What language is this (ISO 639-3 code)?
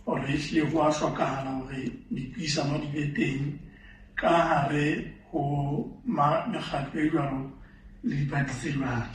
sot